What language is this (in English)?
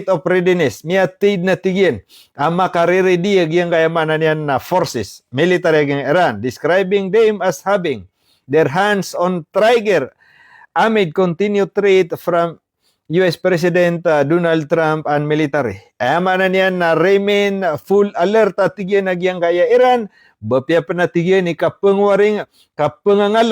Maranao